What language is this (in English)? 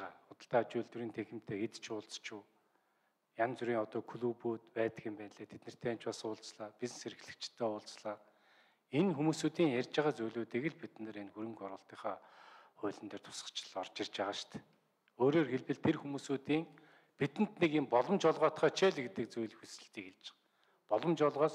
Mongolian